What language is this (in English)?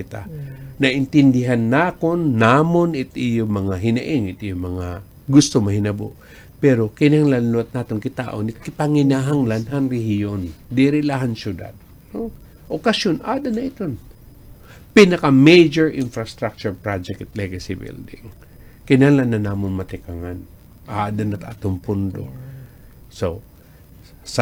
Waray